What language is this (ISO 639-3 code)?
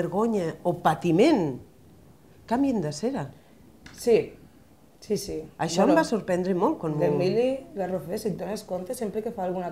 cat